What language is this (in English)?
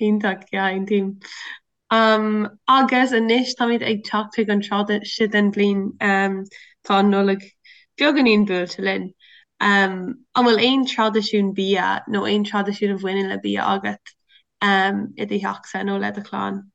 Irish